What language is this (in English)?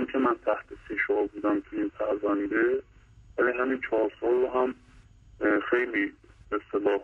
Persian